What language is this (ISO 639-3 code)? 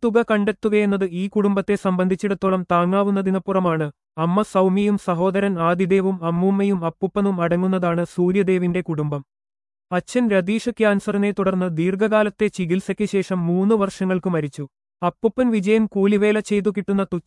mal